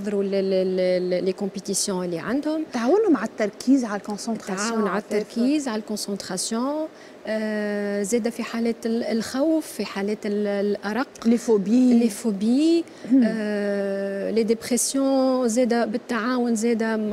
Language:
Tunisian Arabic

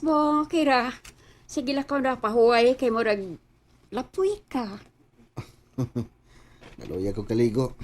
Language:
Cebuano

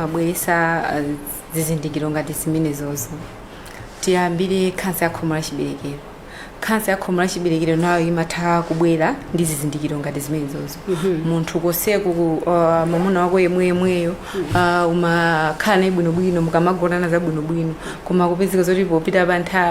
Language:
Nyanja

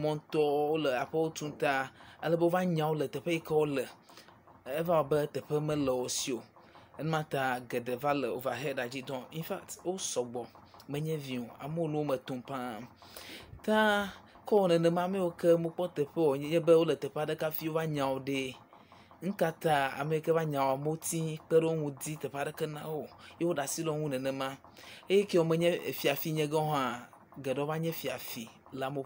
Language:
Ewe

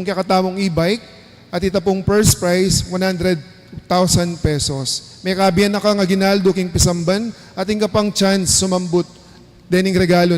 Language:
Pampanga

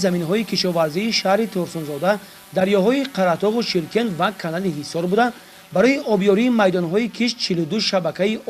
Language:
Tajik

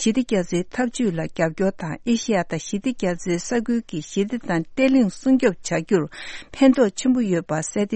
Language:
Tibetan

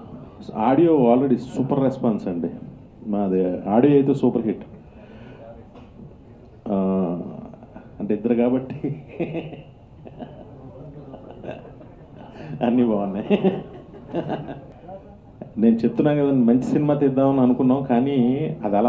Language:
Telugu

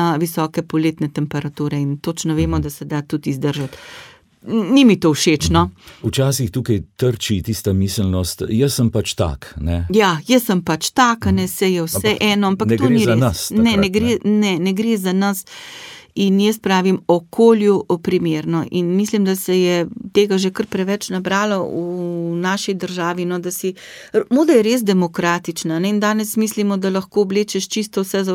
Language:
Slovenian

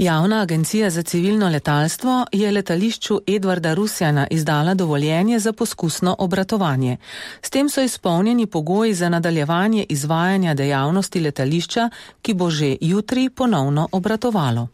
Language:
Slovenian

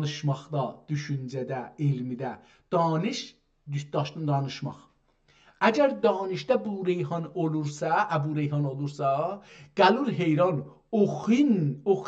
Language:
South Azerbaijani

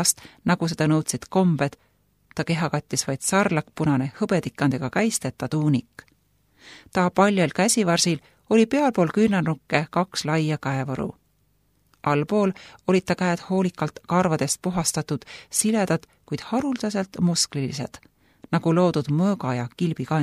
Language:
Estonian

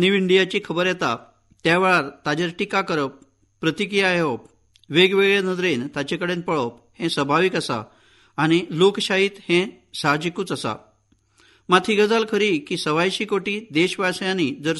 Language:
Konkani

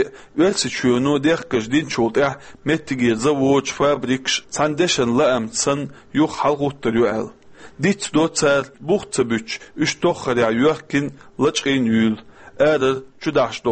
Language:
Chechen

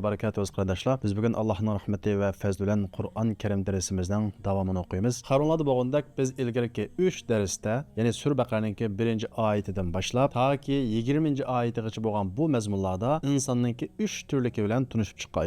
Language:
Uyghur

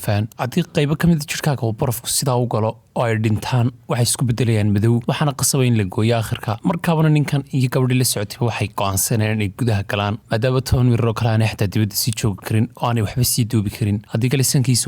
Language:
Somali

